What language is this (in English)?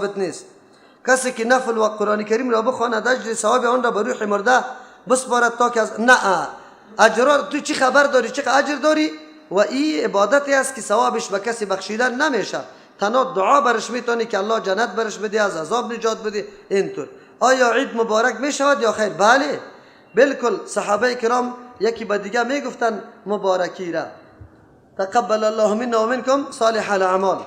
Persian